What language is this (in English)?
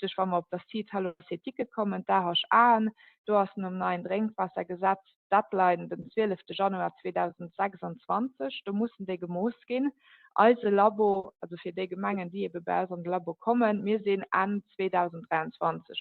Luxembourgish